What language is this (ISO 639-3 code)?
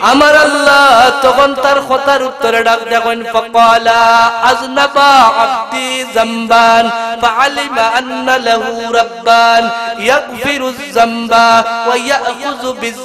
syl